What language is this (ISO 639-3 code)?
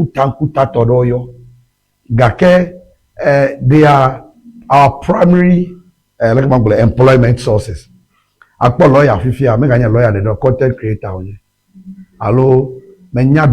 ewe